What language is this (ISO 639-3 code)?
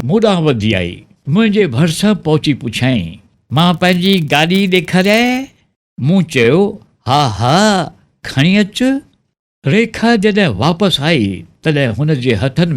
snd